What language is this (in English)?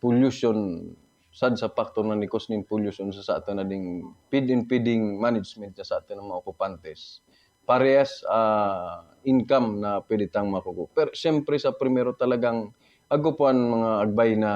Buhi'non Bikol